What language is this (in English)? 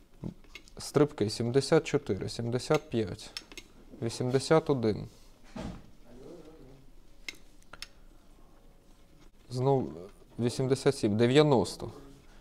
Ukrainian